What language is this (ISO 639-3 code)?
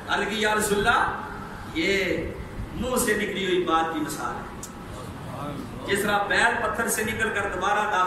urd